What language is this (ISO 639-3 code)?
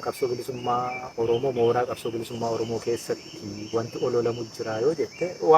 orm